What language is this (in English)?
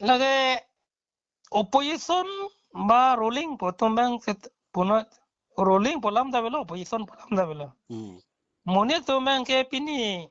Karbi